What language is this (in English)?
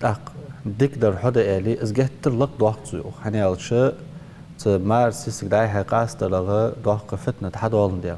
Ingush